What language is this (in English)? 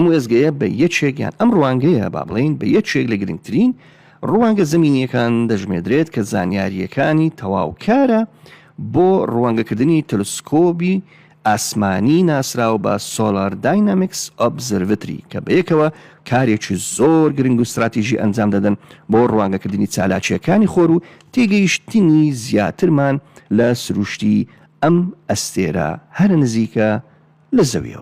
Central Kurdish